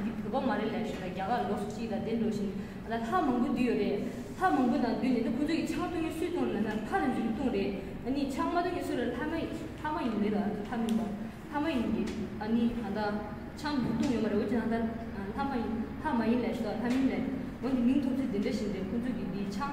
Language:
Tibetan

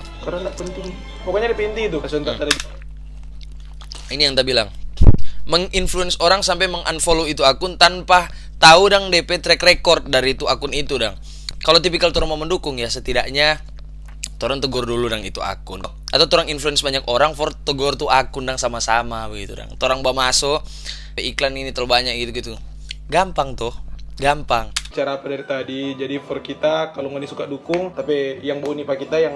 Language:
Manado Malay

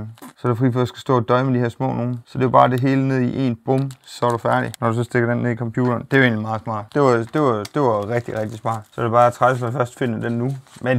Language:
Danish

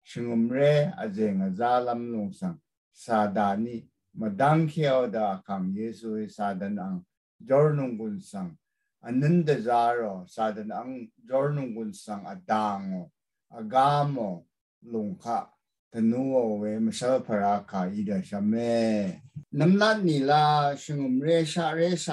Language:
Rawang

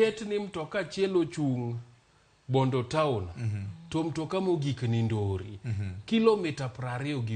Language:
Luo (Kenya and Tanzania)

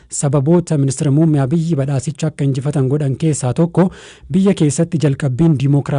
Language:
Oromo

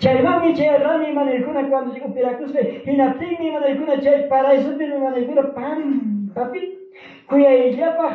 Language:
Ayacucho Quechua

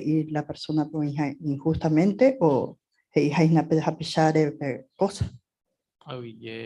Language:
Guarani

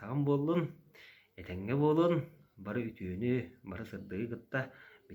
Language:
Yakut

